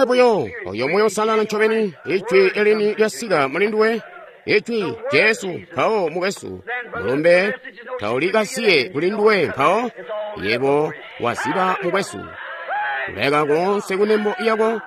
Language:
Tonga (Zambia)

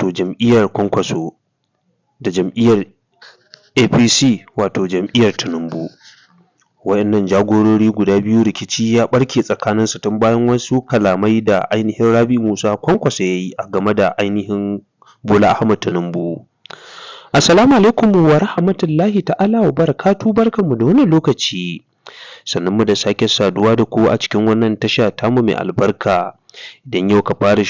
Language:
Hausa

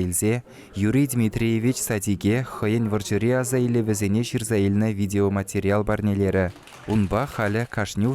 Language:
Chuvash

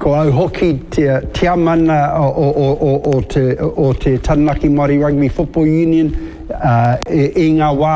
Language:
Māori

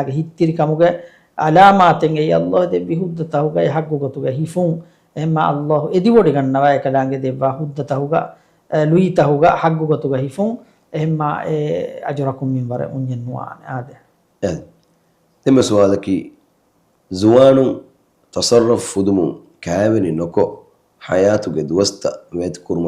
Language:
Divehi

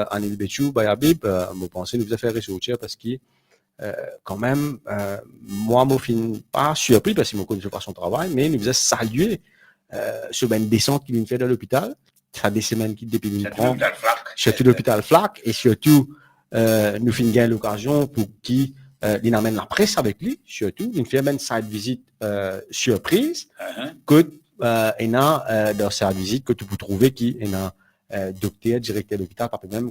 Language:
Morisyen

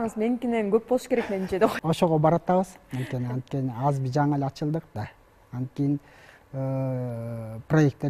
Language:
Kyrgyz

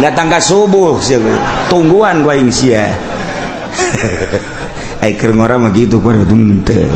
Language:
Sundanese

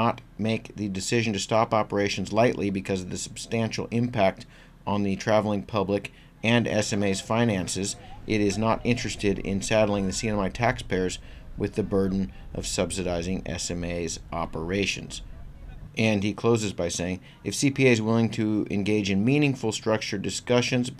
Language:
English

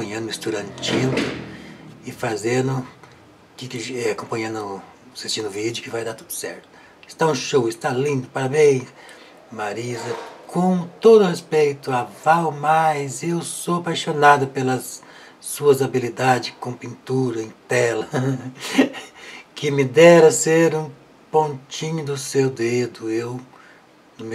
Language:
Portuguese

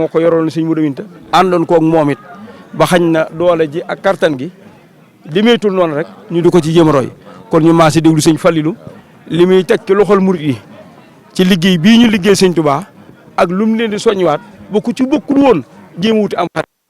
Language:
Wolof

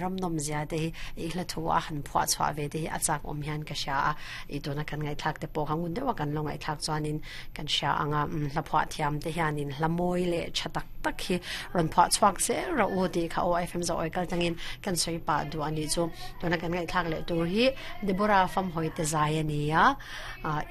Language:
Mizo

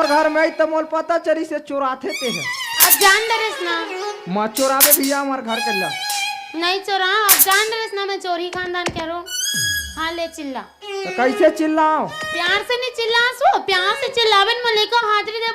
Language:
Chhattisgarhi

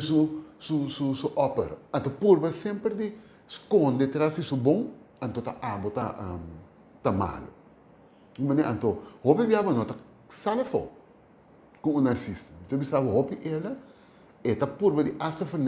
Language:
Papiamento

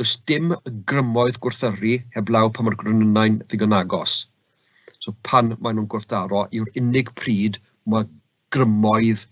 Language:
Welsh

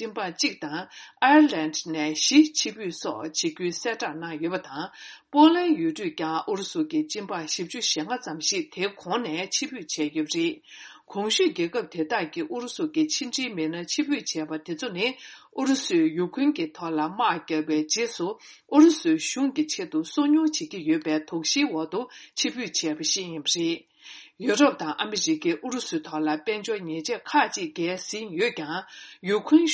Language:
Tibetan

